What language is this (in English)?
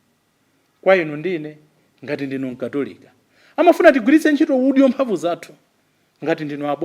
Nyanja